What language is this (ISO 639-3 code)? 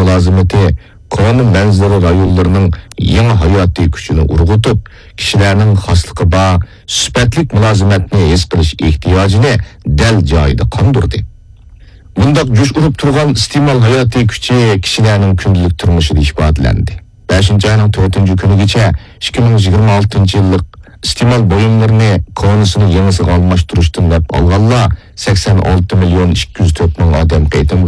uig